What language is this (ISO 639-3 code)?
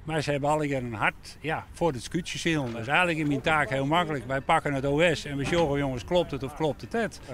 fry